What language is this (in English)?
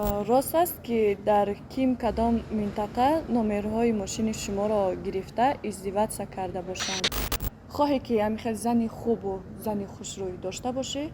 Tajik